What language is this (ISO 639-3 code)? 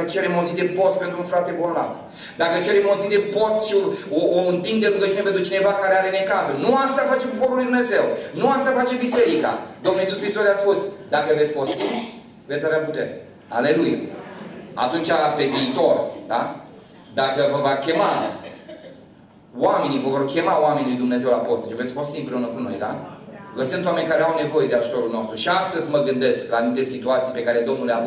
ron